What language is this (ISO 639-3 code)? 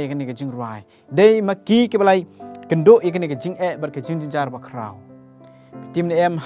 kha